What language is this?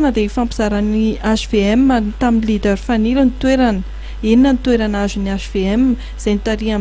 Malagasy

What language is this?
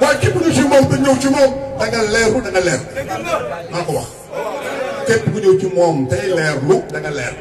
Wolof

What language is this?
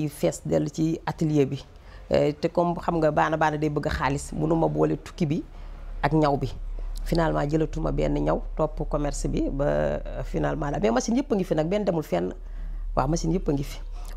Wolof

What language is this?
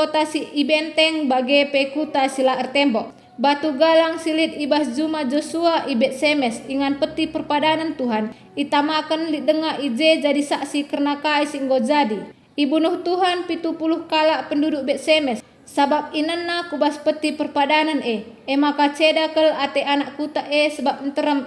Batak Karo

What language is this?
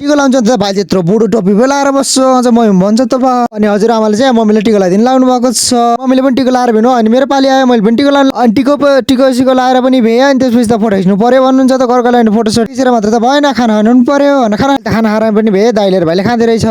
Nepali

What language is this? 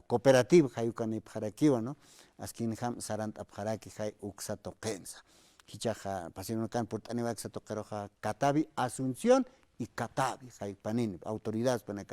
Aymara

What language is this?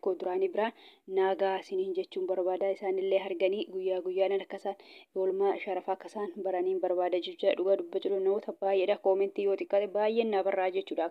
Oromo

